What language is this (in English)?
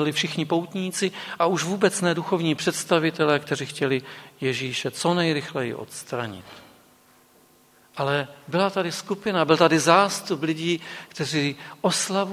Czech